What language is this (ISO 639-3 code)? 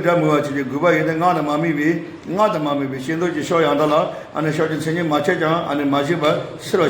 bod